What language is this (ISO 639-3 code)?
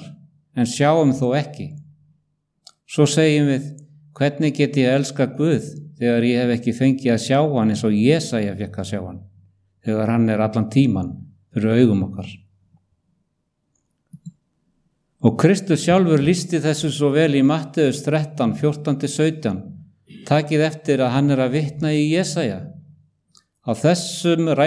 isl